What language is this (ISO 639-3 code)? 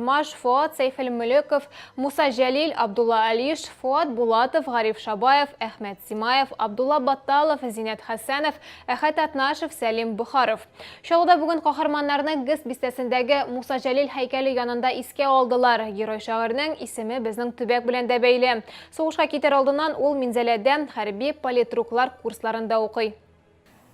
tat